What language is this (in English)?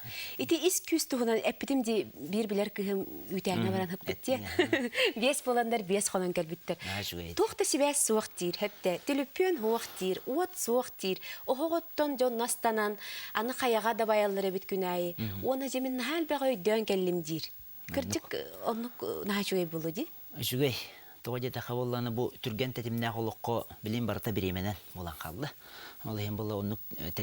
Yakut